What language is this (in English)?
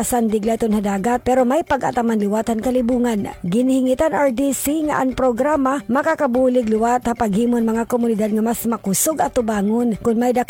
Waray